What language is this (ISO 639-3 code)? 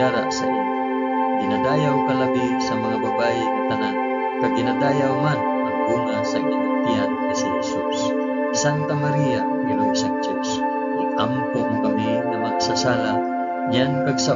hil